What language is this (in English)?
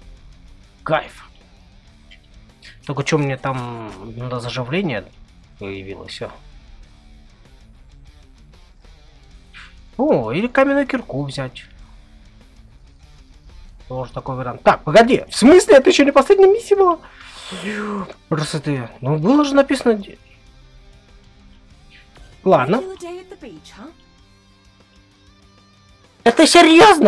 Russian